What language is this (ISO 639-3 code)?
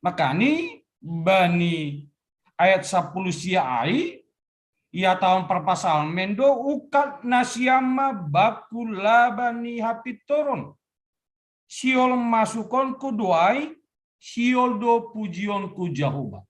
bts